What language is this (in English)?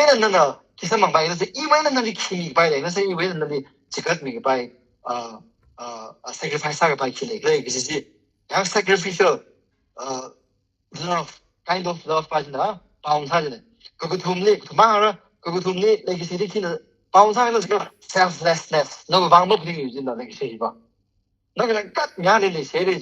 Tangkhul Naga (India)